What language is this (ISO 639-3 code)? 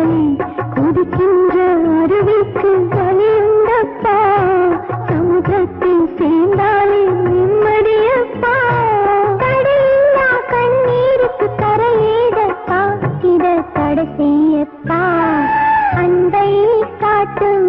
tam